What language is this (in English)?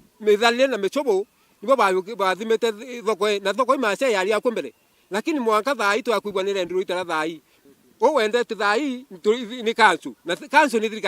Meru